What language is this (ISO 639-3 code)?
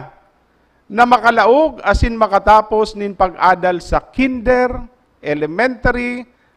bik